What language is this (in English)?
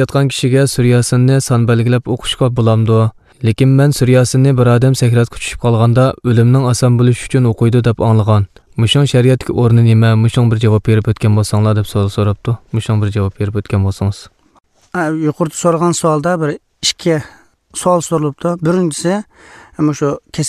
Uyghur